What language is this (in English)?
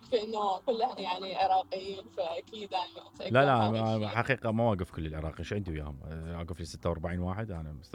Mesopotamian Arabic